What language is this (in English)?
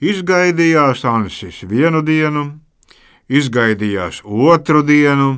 Latvian